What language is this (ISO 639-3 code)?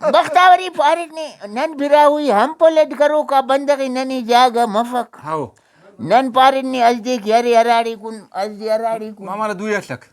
brh